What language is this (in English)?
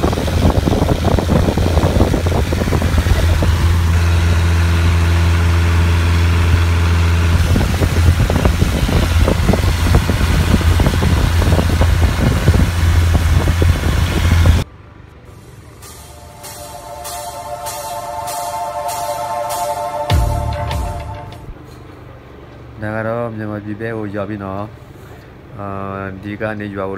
Burmese